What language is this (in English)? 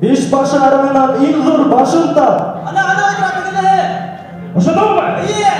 Bashkir